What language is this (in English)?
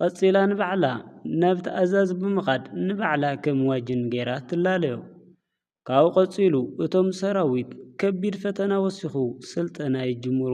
Tigrinya